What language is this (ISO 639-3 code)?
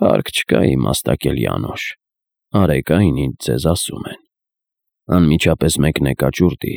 hye